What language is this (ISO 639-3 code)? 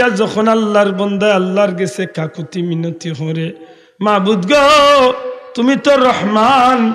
syl